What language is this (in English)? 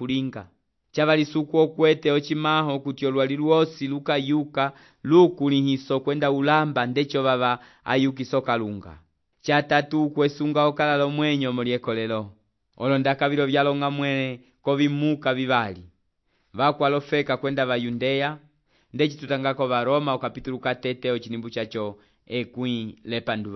Umbundu